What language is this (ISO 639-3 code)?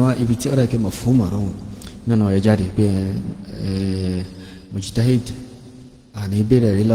yor